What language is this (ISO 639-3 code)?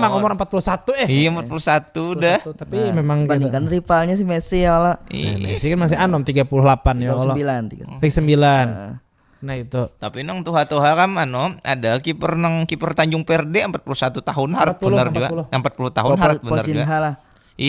bjn